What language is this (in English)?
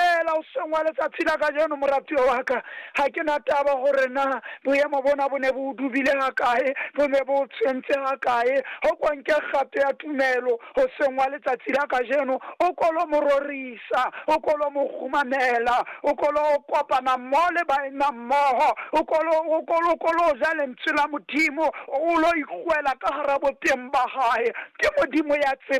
Southern Sotho